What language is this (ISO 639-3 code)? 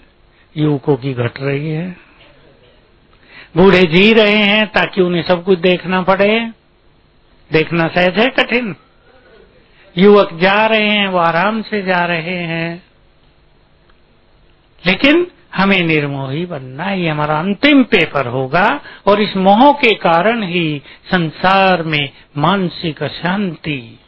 hin